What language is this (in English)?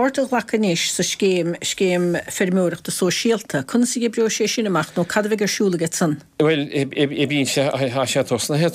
Irish